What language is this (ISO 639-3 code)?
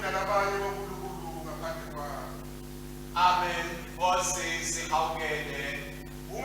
ssw